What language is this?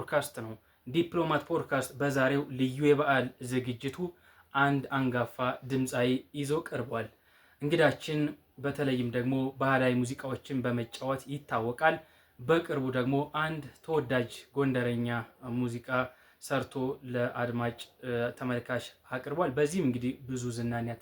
Amharic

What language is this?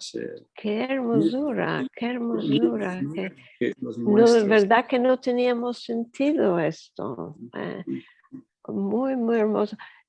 Ladino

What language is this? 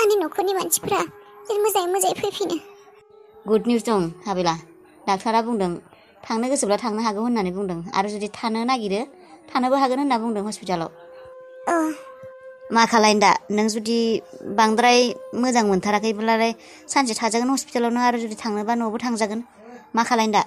Bodo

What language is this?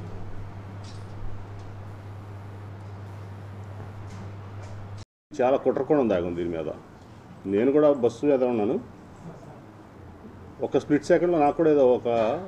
Telugu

